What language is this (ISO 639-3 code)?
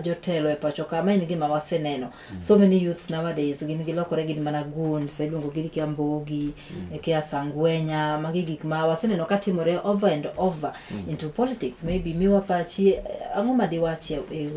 luo